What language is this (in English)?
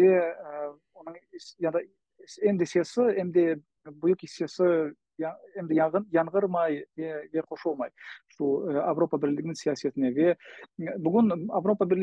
Crimean Tatar